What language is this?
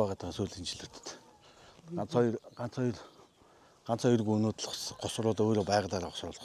Mongolian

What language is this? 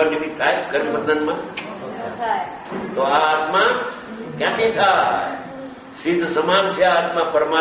Gujarati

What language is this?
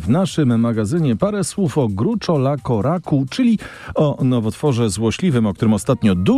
Polish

